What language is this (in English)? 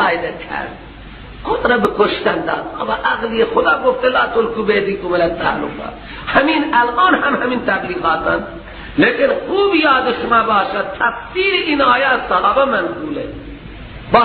Persian